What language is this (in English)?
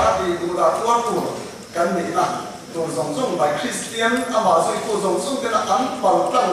Mizo